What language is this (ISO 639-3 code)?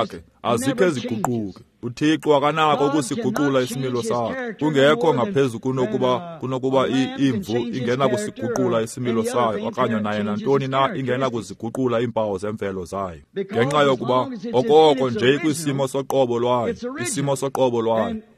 xho